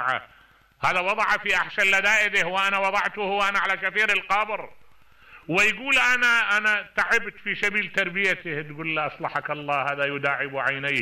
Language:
Mesopotamian Arabic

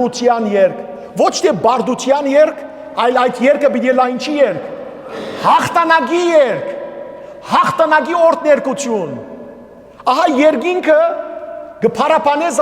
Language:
Western Armenian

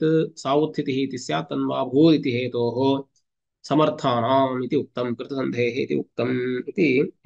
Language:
Sanskrit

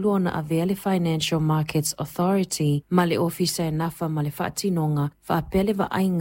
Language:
Samoan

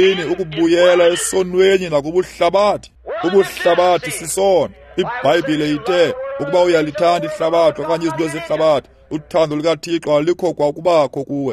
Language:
Xhosa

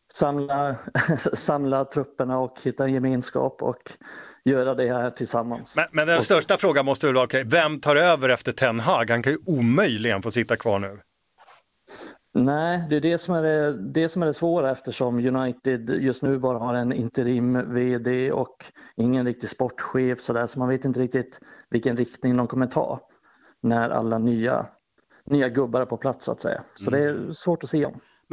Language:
Swedish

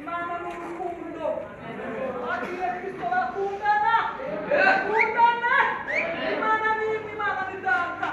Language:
Kinyarwanda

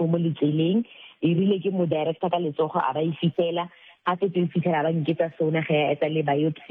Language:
Southern Sotho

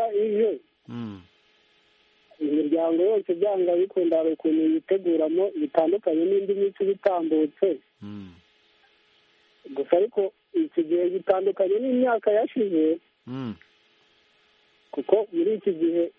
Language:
Kinyarwanda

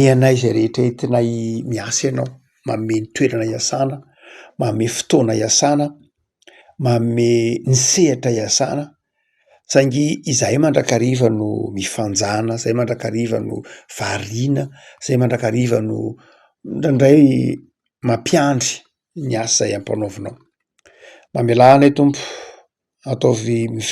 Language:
Malagasy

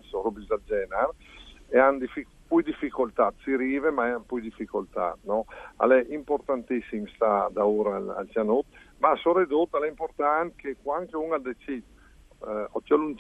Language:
Friulian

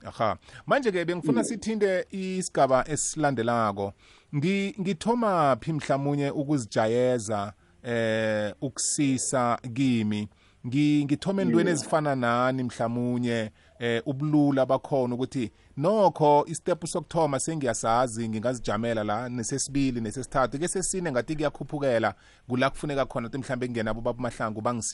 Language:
South Ndebele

